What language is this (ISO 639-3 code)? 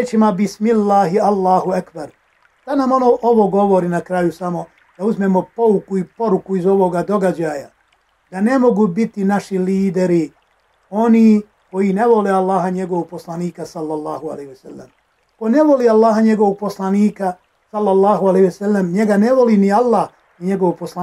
bos